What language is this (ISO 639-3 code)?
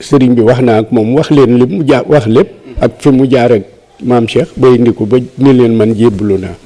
wol